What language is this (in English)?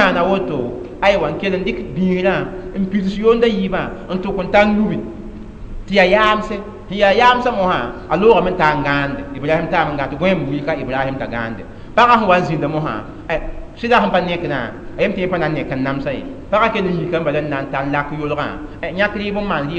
Mossi